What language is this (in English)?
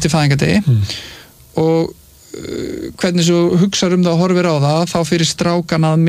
Icelandic